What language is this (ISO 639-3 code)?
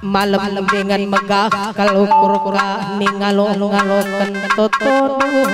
btx